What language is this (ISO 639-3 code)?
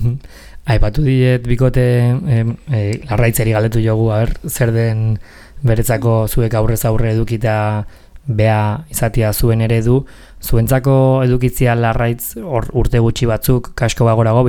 eus